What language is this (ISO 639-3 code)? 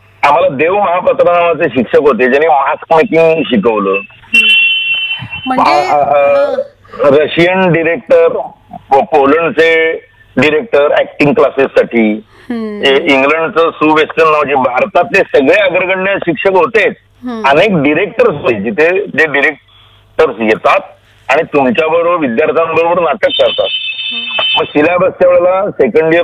mar